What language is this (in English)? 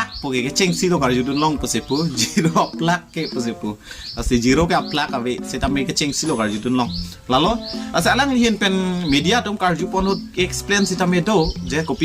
Karbi